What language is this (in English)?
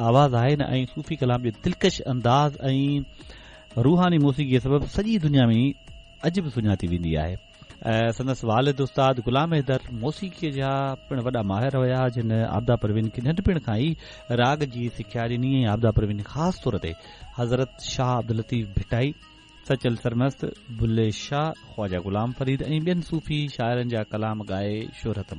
Sindhi